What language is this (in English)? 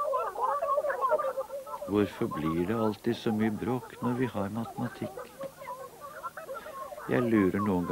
Norwegian